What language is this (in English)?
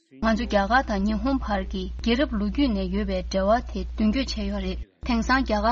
Tibetan